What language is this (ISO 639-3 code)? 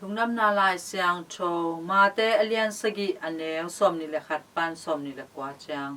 ctd